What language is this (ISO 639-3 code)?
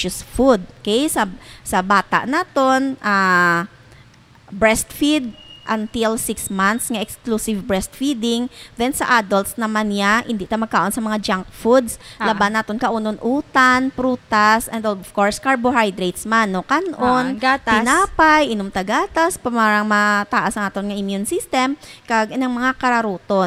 hil